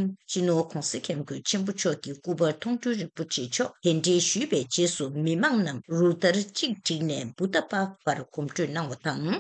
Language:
Tibetan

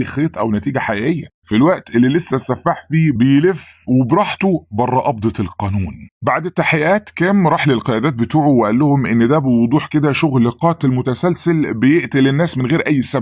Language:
Egyptian Arabic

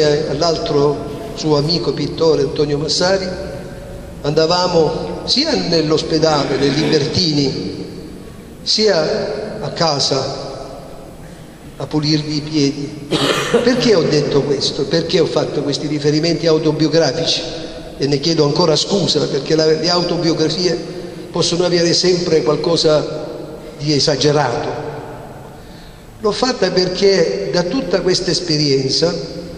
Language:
Italian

